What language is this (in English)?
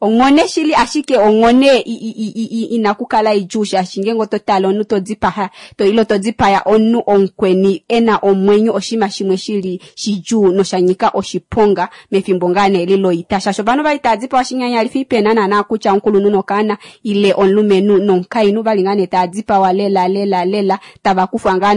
Kuanyama